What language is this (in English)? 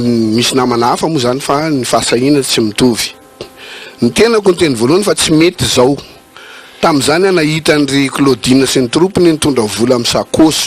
Malagasy